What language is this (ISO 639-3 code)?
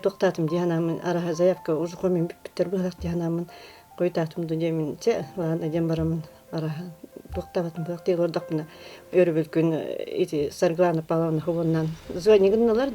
sah